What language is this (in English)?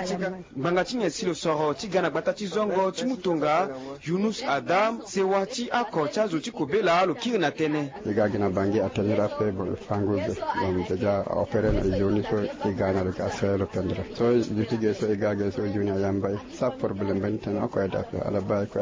Sango